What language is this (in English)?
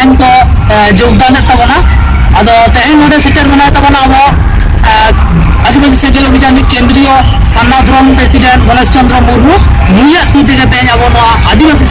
Santali